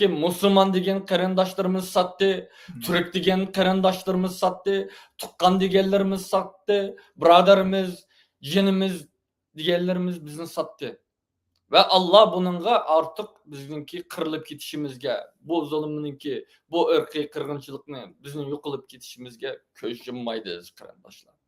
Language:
Uyghur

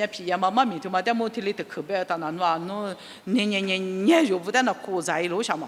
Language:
Lisu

